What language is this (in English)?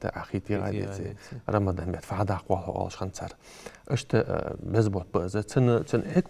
Ingush